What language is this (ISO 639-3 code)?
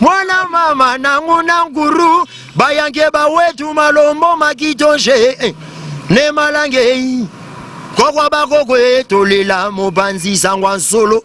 lin